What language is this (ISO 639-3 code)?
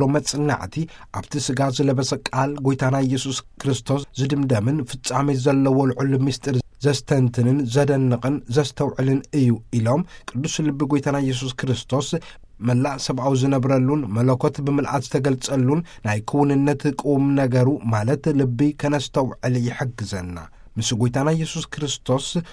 tir